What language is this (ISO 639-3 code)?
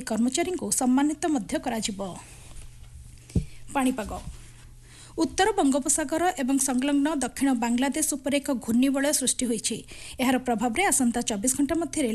ori